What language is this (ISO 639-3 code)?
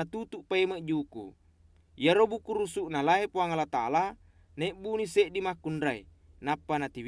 bug